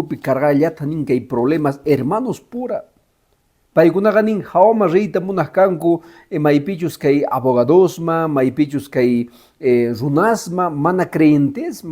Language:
Quechua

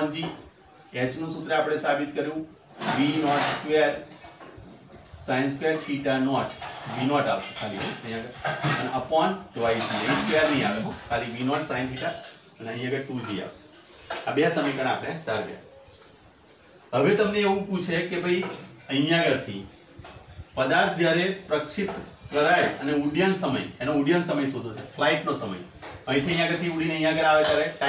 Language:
Gujarati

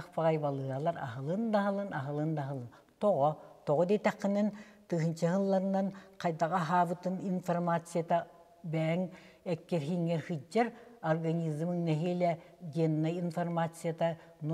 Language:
Yakut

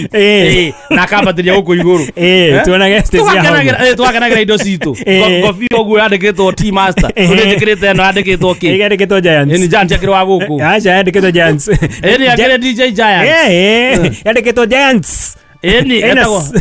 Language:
Kikuyu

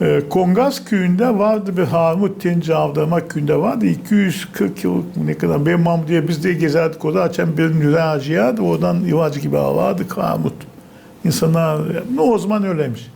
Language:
Gagauz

